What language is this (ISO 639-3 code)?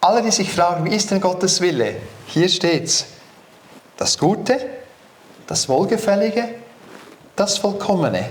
gsw